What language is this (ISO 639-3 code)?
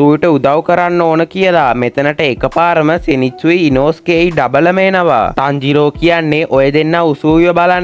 sin